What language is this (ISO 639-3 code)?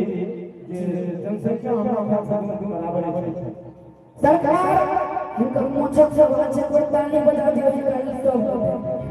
mai